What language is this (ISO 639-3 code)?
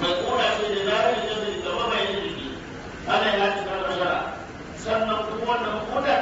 hau